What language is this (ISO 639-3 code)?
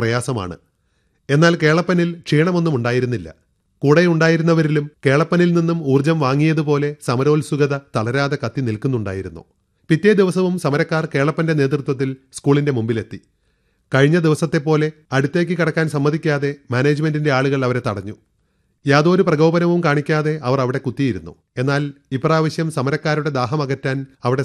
mal